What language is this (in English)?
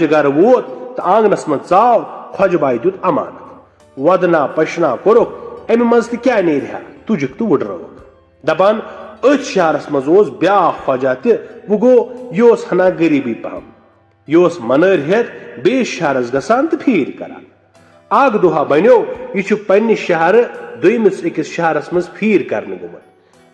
Kashmiri